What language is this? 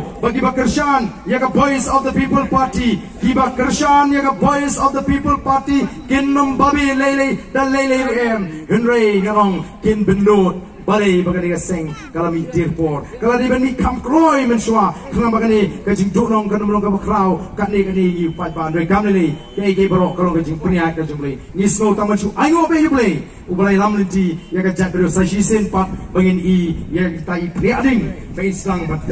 Khasi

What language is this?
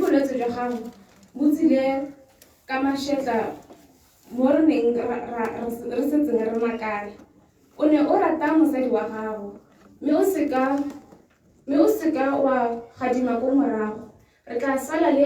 Tswana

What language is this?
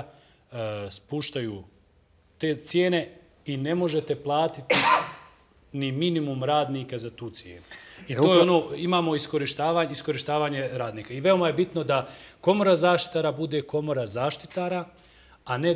Bosnian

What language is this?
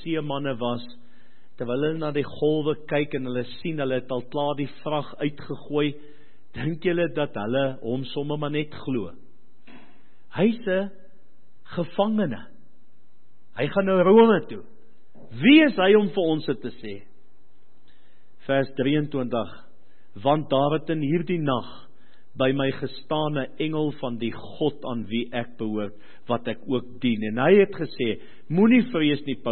Afrikaans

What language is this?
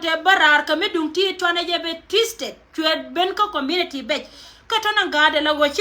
Nuer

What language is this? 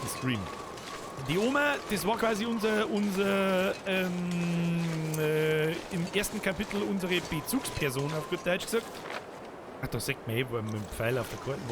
Bavarian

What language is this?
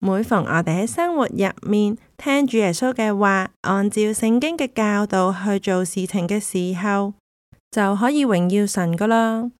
Cantonese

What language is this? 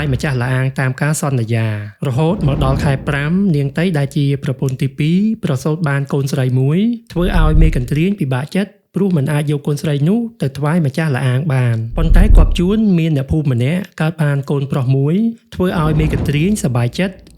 Khmer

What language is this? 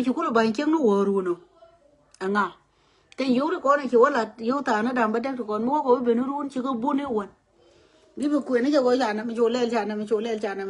Nuer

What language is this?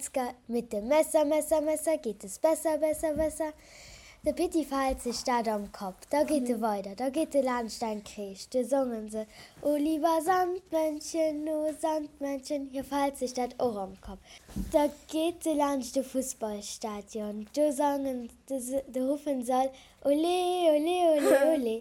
Luxembourgish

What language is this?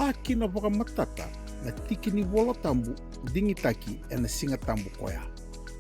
Fijian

